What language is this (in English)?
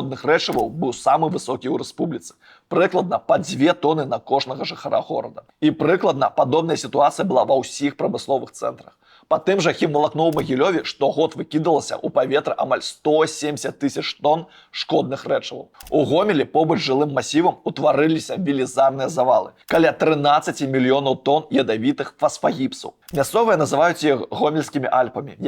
Belarusian